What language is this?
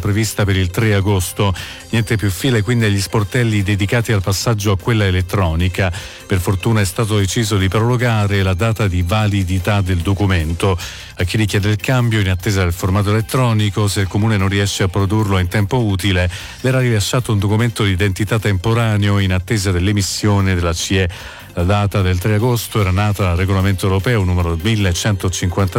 Italian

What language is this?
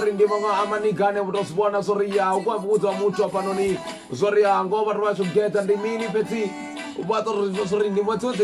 Venda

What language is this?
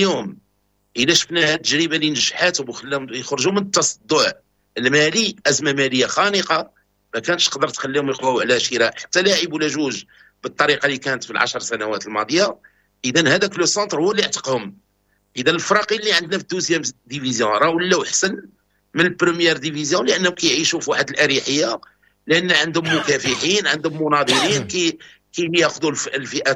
Moroccan Arabic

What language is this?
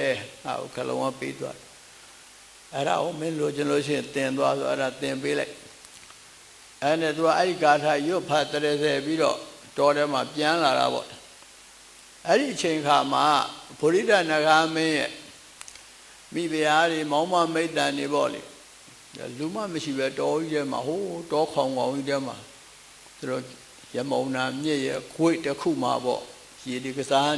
Burmese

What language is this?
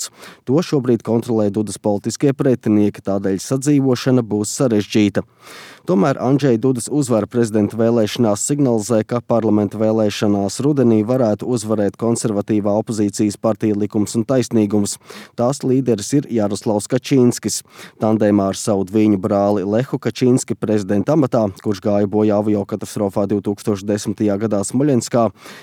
Latvian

